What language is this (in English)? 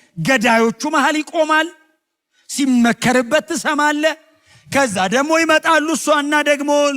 Amharic